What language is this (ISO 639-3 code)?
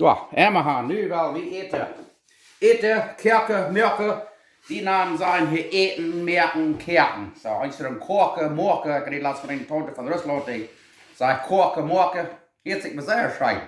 pdt